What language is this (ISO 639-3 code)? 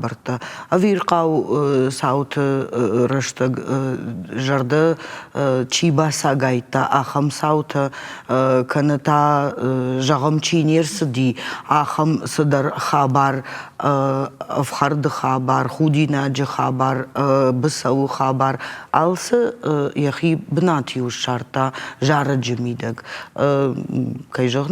oss